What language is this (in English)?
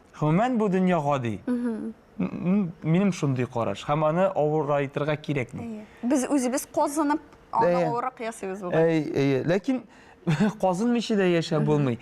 Tatar